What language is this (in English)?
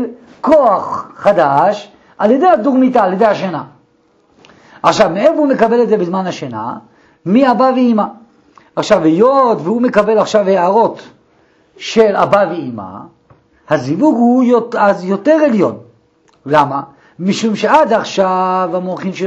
Hebrew